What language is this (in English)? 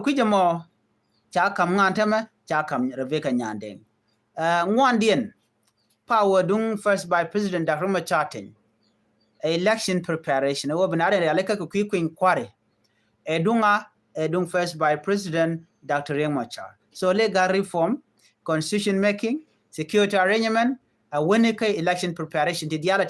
Nuer